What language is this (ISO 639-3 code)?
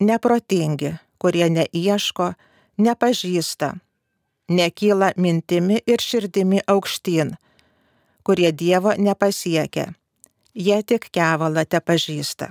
lit